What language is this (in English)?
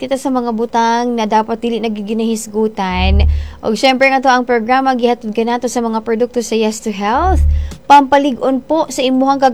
Cebuano